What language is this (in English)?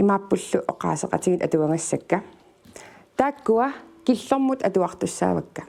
Kalaallisut